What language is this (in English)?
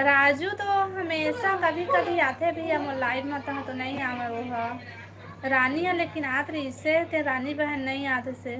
Chhattisgarhi